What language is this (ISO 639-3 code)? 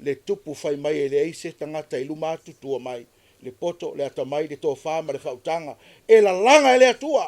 smo